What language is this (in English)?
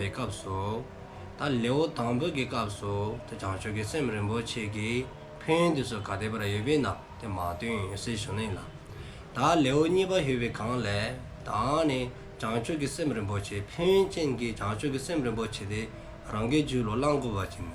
Dzongkha